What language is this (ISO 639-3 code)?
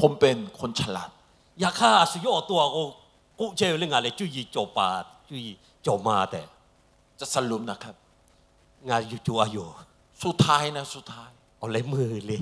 lhu